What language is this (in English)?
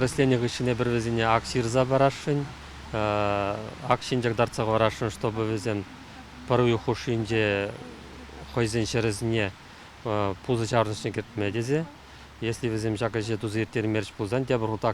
Chuvash